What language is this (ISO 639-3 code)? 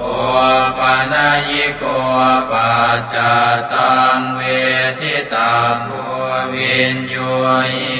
pli